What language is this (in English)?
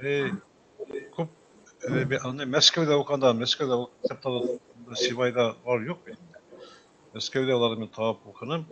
Bashkir